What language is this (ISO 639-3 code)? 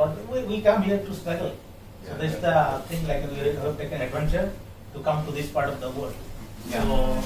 sat